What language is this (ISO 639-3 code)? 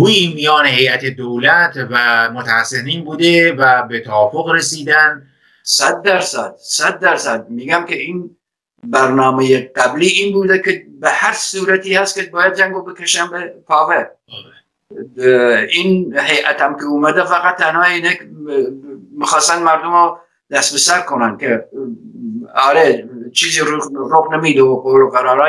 fas